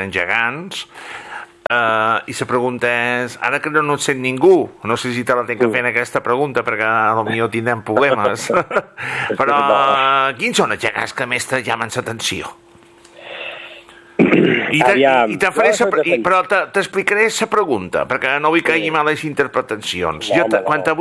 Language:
Catalan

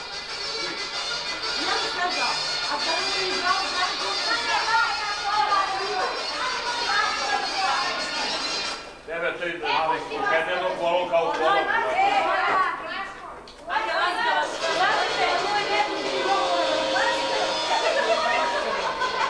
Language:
Serbian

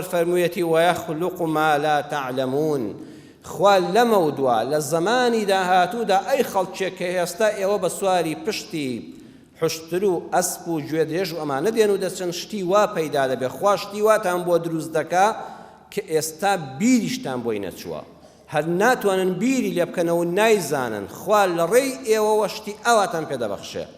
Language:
Central Kurdish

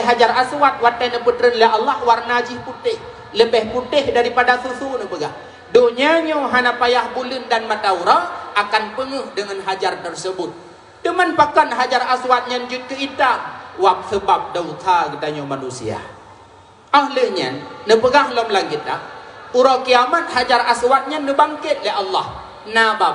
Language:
Achinese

